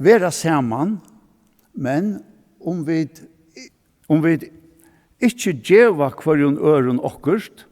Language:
Faroese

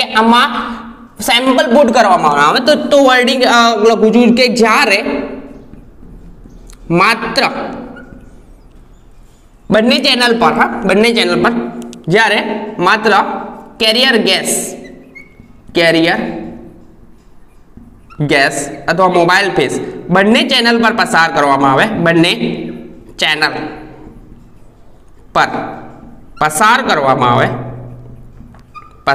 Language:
Gujarati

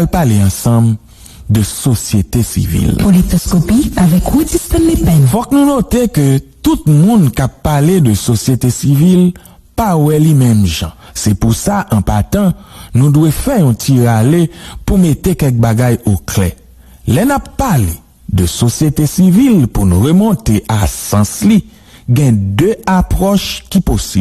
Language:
Haitian Creole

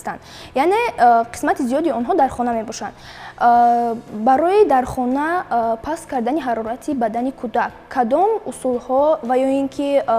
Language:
Tajik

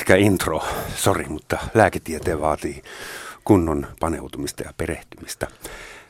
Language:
Finnish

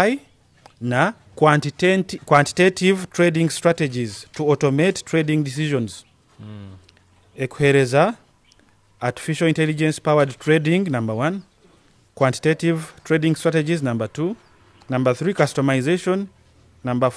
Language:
Nyoro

